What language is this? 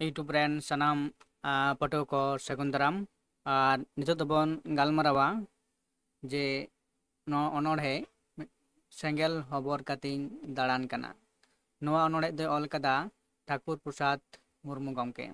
Santali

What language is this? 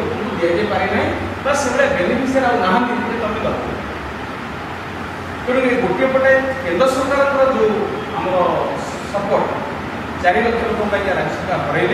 Odia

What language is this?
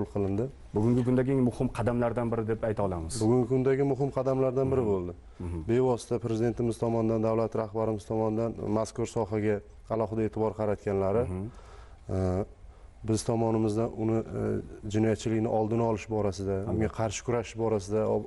Uzbek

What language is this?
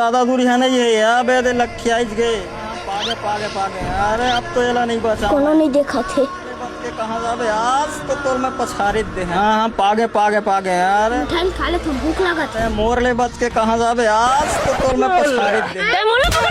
Chhattisgarhi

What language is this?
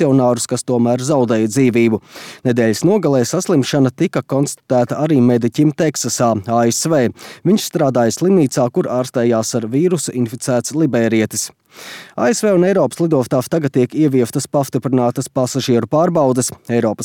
Latvian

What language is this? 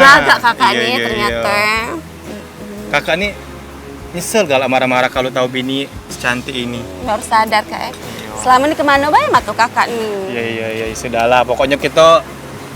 Musi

